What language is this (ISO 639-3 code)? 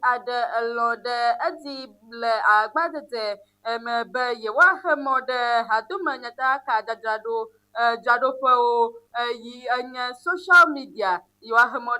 ewe